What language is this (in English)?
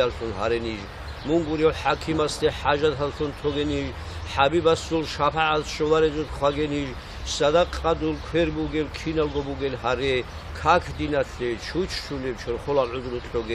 Avaric